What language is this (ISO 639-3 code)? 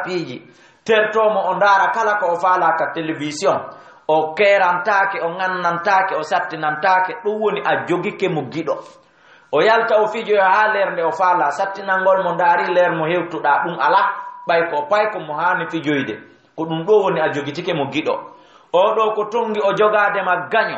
ful